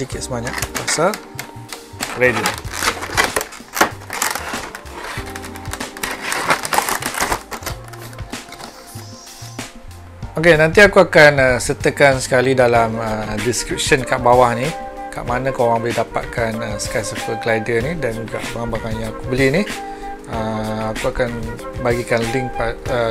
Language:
Malay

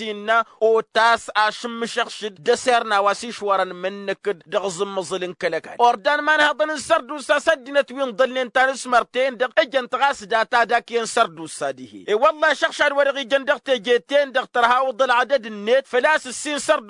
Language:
Tamasheq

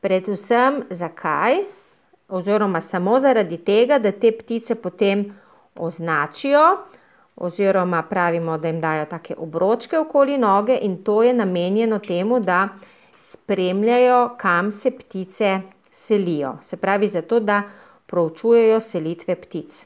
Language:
Slovenian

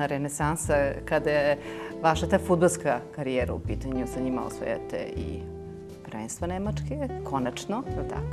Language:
Serbian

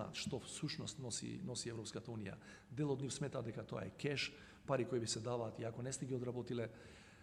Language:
Macedonian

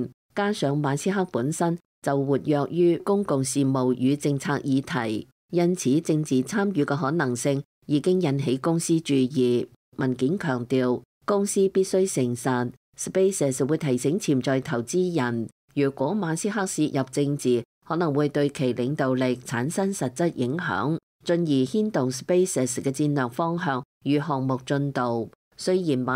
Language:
Cantonese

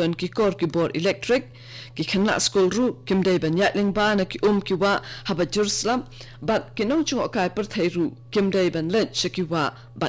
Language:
Khasi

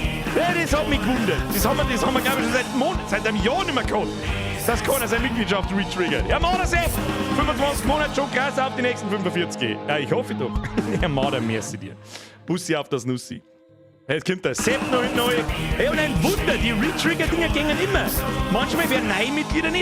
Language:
Bavarian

